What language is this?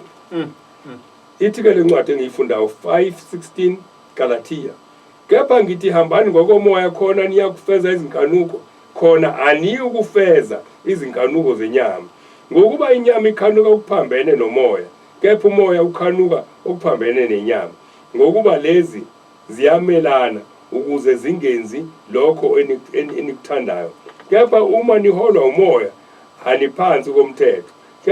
Zulu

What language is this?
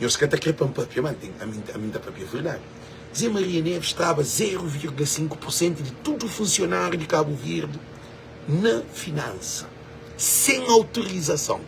Kabuverdianu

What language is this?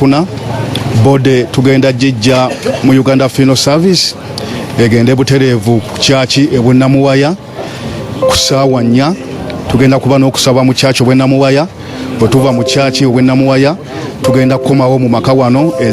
Ganda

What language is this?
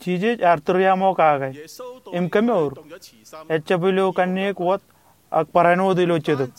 Marshallese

